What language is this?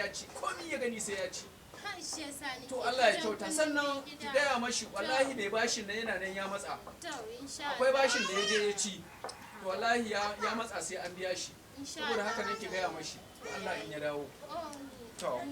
Hausa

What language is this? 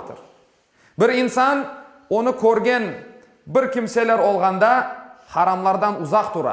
Crimean Tatar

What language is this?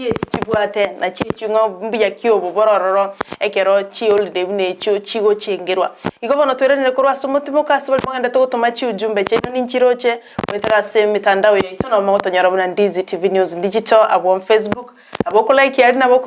Gusii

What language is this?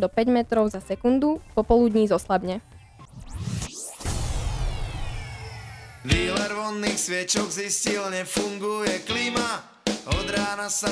Slovak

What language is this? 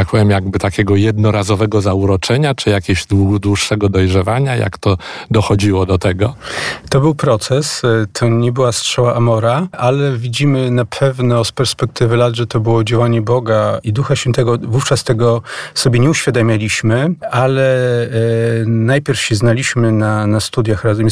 Polish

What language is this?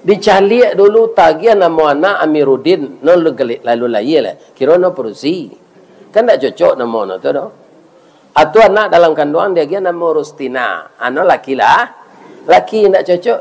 Minangkabau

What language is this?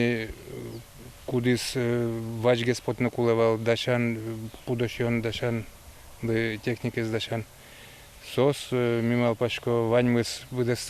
Udmurt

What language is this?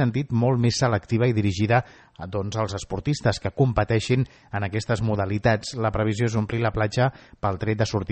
Catalan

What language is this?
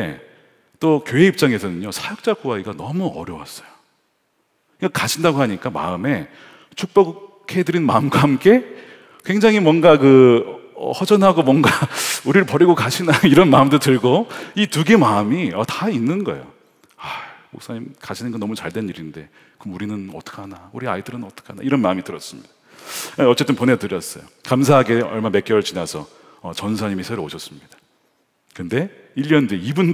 Korean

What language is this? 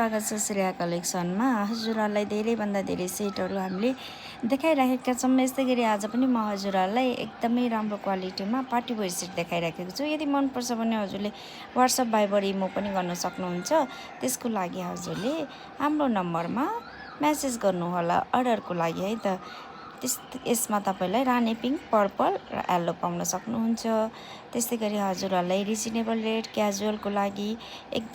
Nepali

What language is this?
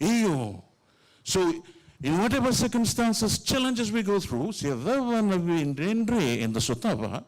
Fijian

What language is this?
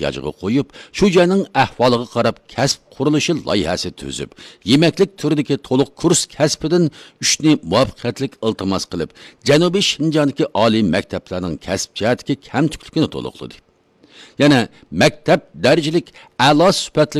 Uyghur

